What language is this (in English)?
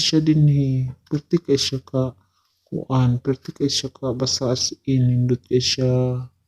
Cebuano